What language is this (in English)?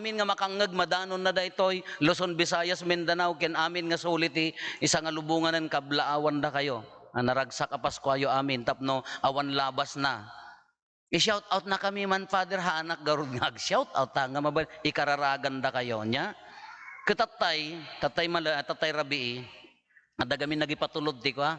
Iloko